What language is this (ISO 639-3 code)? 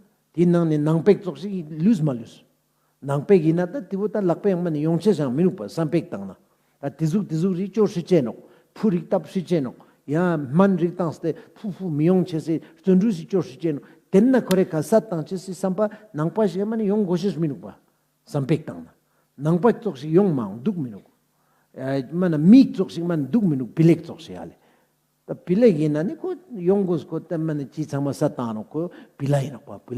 lbj